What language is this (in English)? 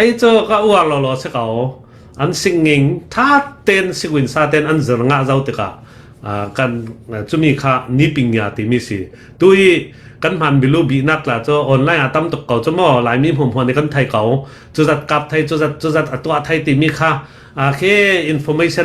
Falam Chin